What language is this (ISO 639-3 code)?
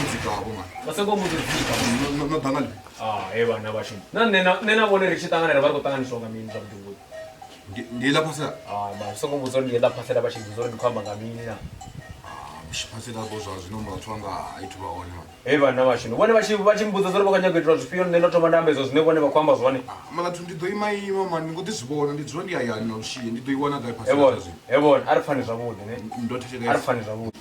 ven